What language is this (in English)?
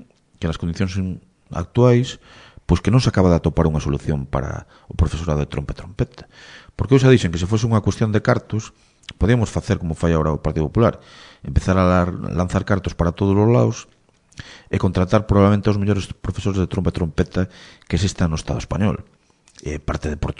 Galician